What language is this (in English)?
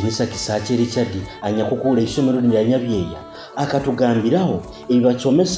Nyoro